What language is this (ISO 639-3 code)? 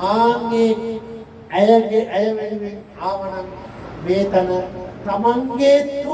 sin